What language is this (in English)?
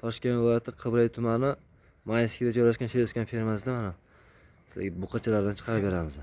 Uzbek